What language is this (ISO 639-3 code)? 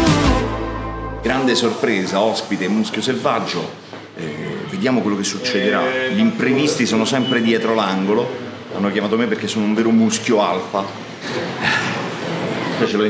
ita